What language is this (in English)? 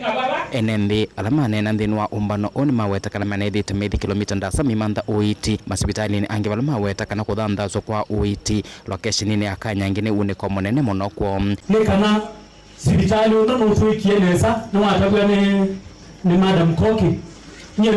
Kamba